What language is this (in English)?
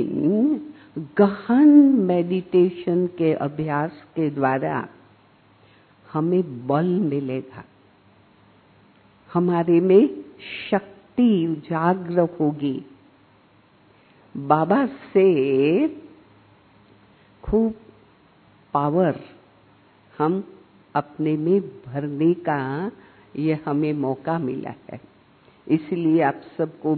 Hindi